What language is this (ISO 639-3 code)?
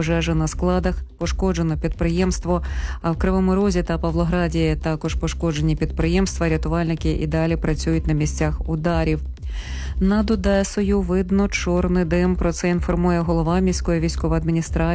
ukr